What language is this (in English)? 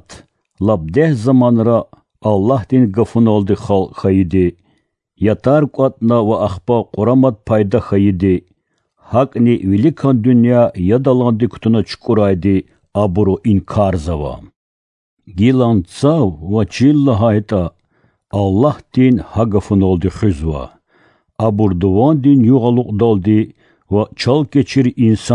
Lezghian